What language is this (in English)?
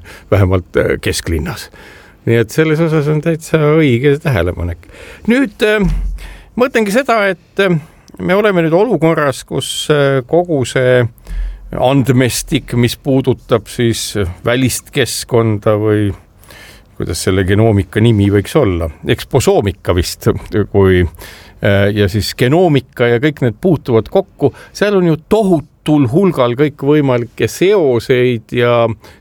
Estonian